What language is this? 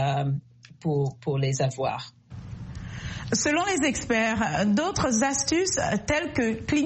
French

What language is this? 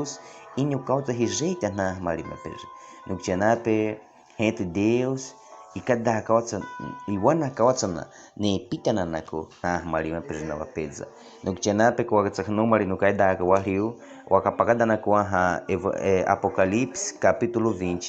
Baniwa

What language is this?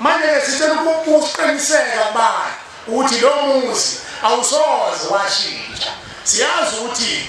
Zulu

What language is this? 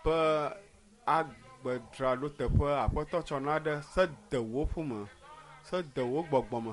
Ewe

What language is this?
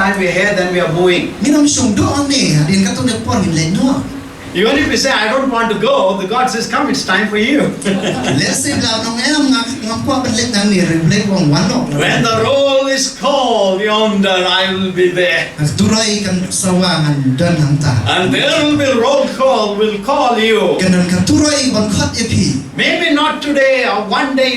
Khasi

